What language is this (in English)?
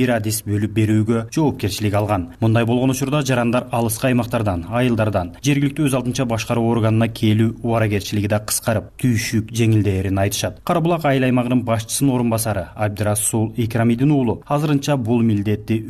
Kyrgyz